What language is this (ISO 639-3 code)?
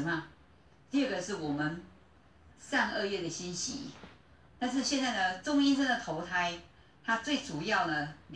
zho